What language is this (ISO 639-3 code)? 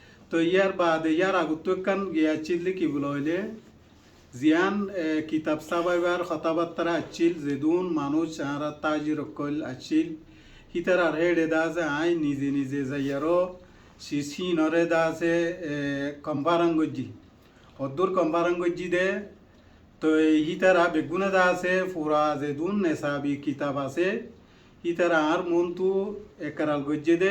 rhg